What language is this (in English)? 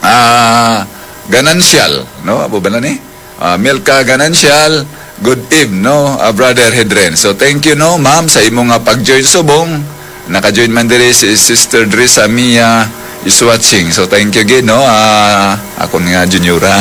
Hiligaynon